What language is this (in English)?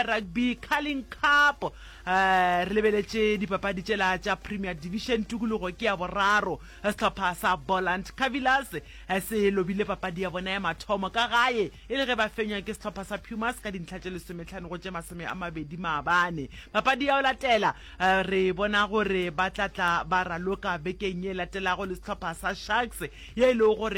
Northern Sotho